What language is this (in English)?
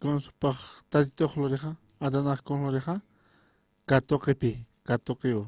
Aymara